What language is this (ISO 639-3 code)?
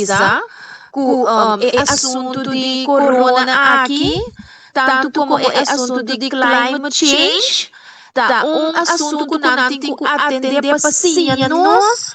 pap